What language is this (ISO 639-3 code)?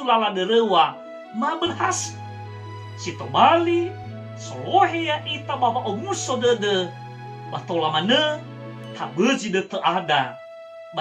nia